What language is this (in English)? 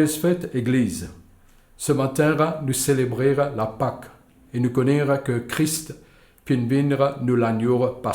Morisyen